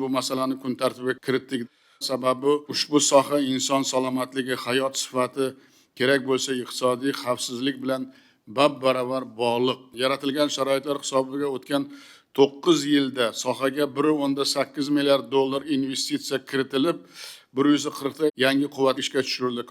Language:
Uzbek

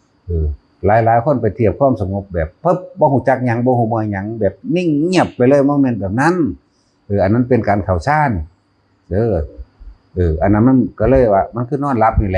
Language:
Northeastern Thai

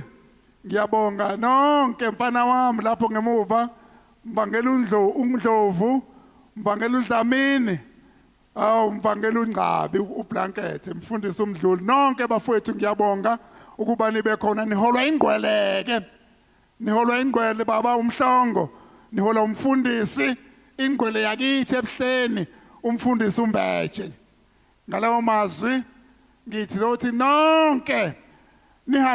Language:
Zulu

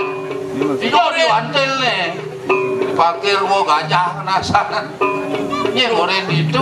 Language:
Balinese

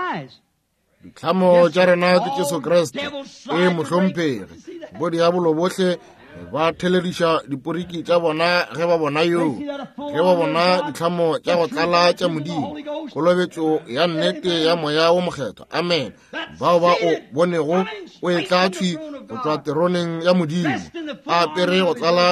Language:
Northern Sotho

